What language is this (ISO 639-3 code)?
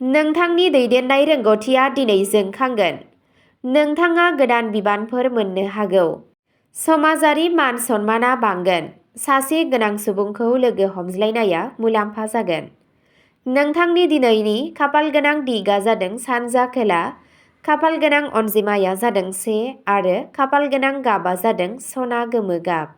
brx